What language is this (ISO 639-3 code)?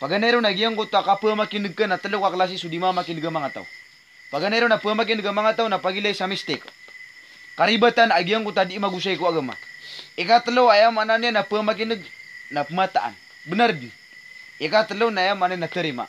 mrw